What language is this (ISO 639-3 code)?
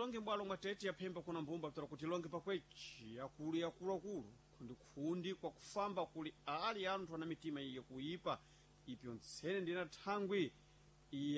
seh